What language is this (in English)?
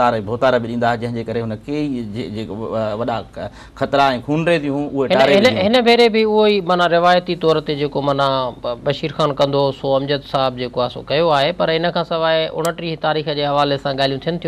Sindhi